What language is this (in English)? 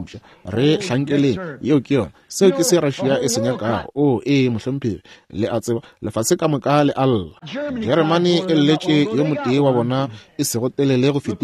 Northern Sotho